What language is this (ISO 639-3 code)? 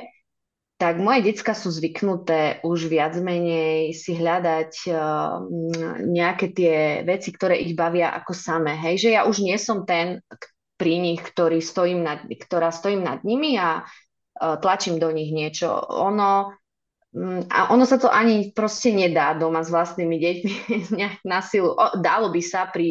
slk